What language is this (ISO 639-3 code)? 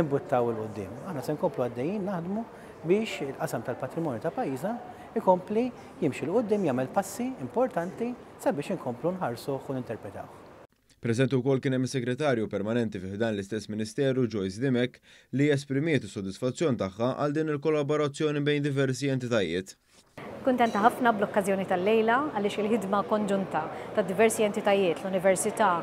mlt